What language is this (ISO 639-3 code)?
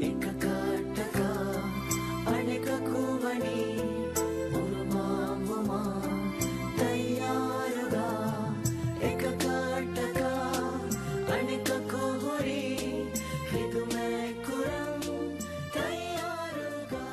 div